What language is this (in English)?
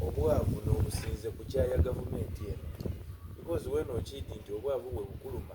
Soga